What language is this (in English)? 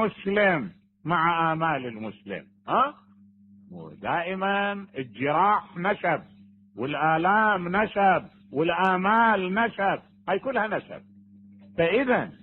Mesopotamian Arabic